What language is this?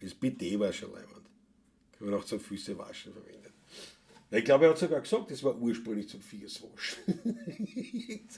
Bavarian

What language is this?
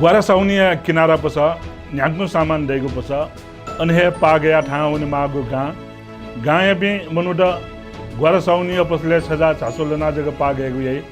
Newari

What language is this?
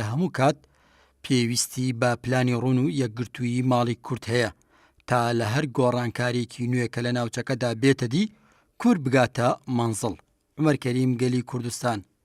Central Kurdish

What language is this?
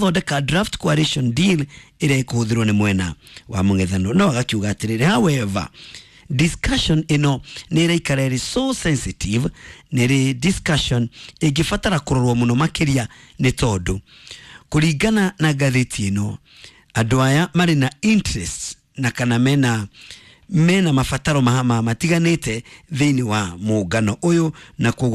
Kikuyu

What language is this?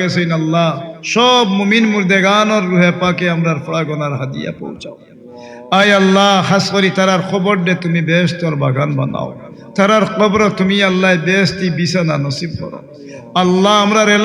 Sylheti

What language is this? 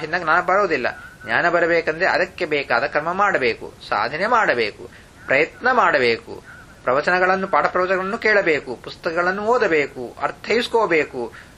Kannada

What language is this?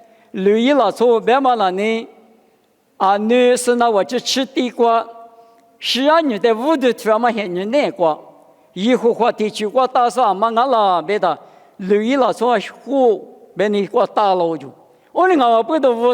Lisu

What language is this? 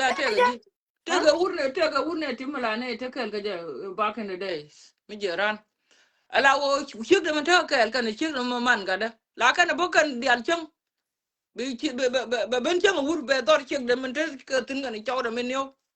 Nuer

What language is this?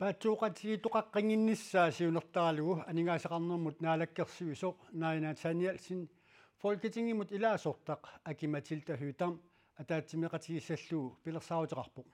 Kalaallisut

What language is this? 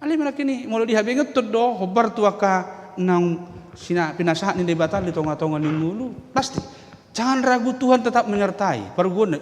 Batak Toba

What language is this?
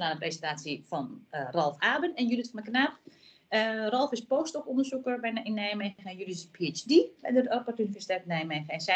Dutch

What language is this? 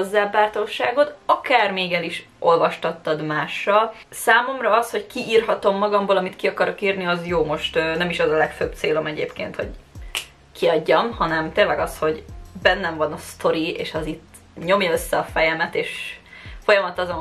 Hungarian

